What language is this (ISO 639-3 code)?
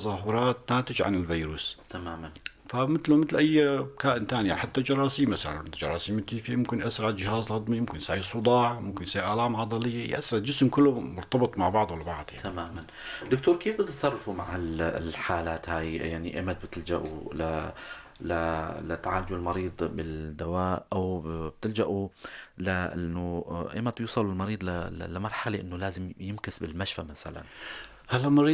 apc